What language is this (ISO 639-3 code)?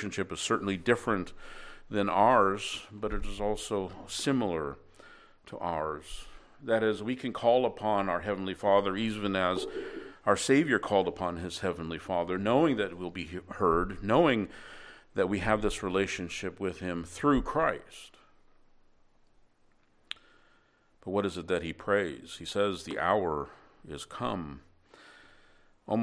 eng